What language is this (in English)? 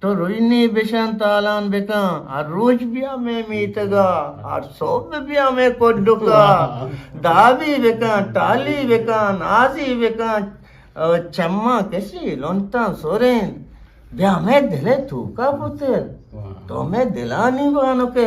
Eastern Balochi